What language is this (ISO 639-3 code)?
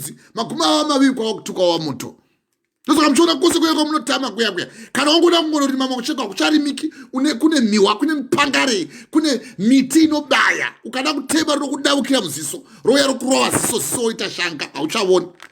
sna